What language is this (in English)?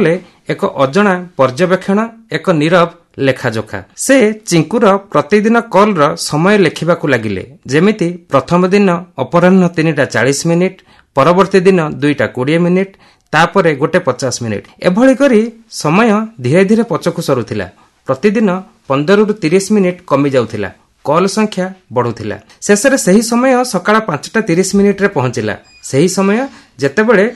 Odia